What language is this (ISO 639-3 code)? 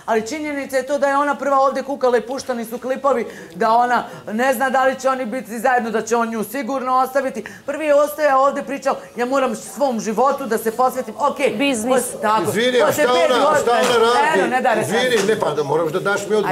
srp